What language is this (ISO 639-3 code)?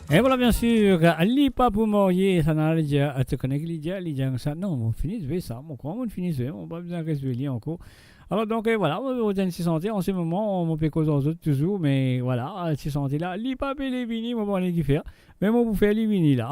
mfe